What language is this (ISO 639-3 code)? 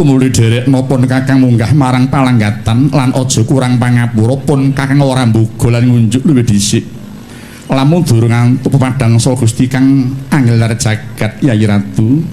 jav